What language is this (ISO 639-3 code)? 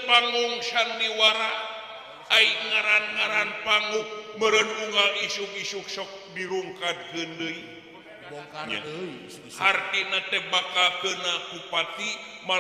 sun